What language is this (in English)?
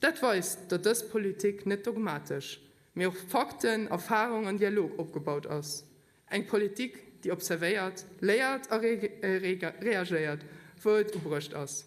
Luxembourgish